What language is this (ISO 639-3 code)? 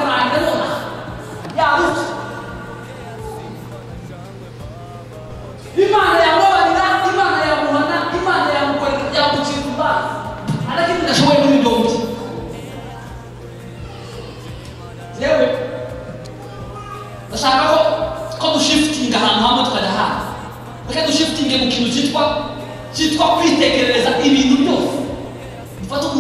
kin